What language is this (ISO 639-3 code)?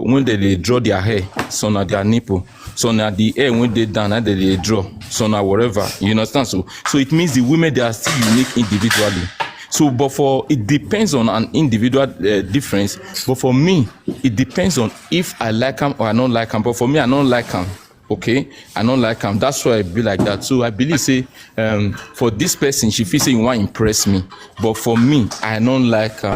pcm